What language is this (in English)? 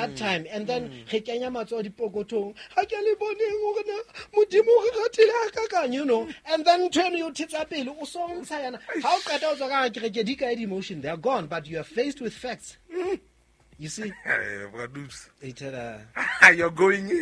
Southern Sotho